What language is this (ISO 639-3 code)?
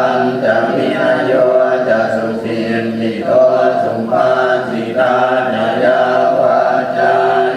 pli